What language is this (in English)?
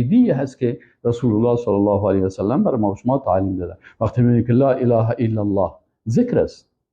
Persian